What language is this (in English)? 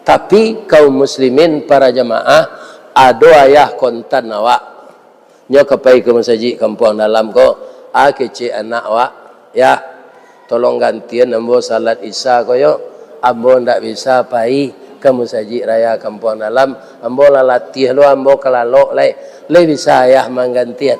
Minangkabau